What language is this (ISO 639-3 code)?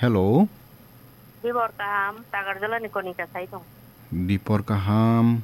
trp